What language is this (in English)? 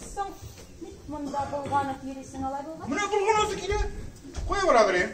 Tatar